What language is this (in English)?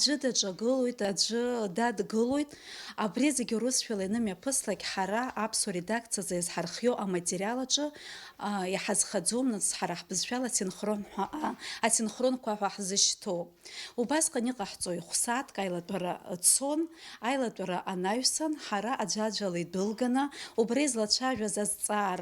Abkhazian